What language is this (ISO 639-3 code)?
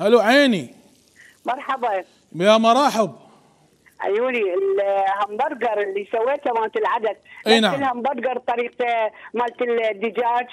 acm